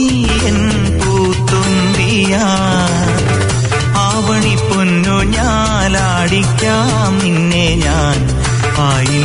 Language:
Malayalam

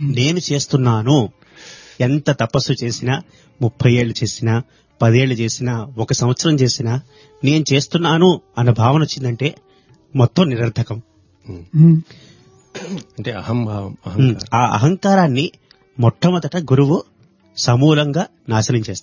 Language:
Telugu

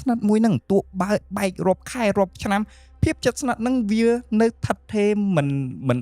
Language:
Khmer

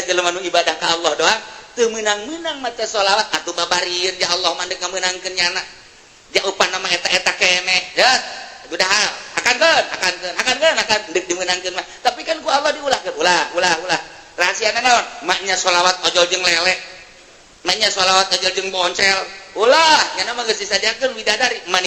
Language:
Sundanese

